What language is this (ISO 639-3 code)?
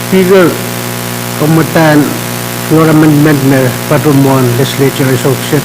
pon